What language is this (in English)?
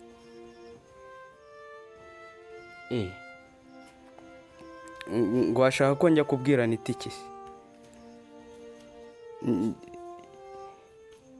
Kinyarwanda